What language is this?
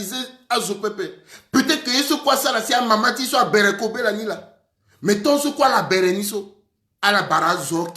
Sango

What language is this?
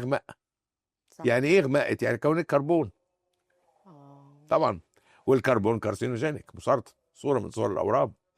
Egyptian Arabic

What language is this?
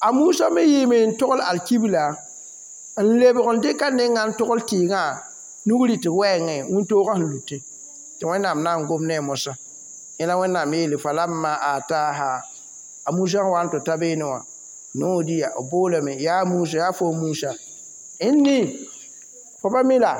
Mossi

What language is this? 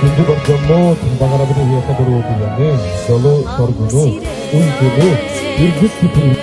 Yakut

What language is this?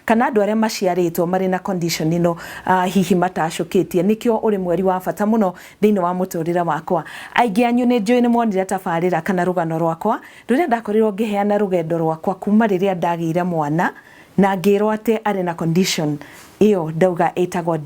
Kikuyu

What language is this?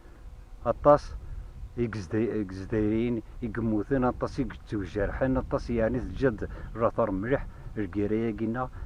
Kabyle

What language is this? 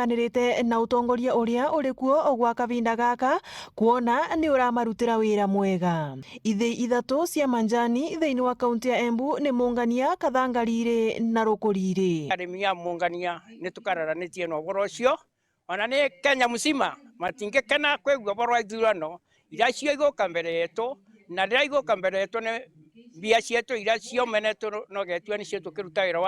Meru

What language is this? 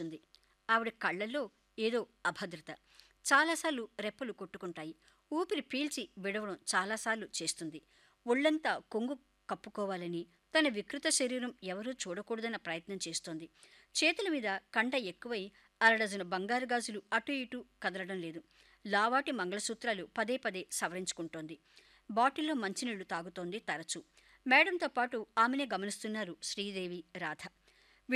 Telugu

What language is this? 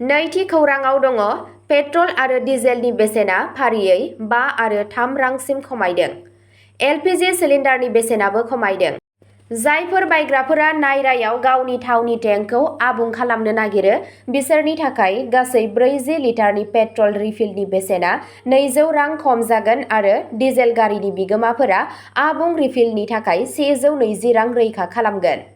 Bodo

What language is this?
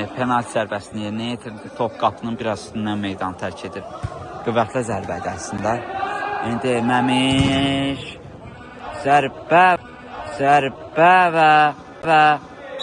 Azerbaijani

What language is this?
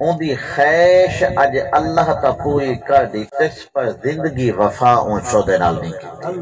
Saraiki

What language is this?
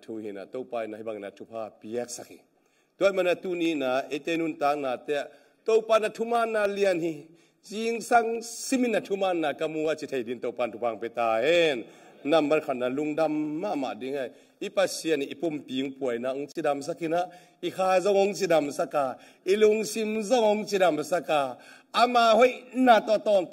Tedim Chin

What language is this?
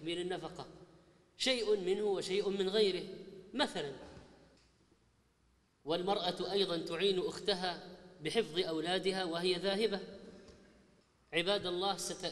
Arabic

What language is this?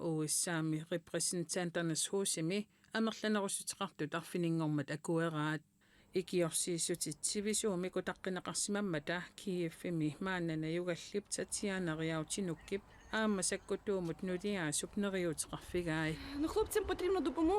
Kalaallisut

